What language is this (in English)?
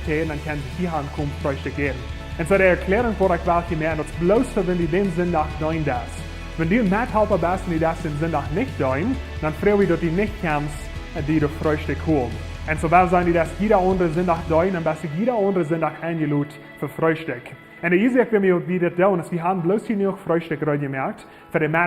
Plautdietsch